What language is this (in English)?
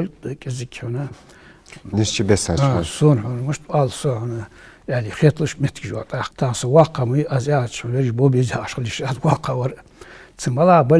Ingush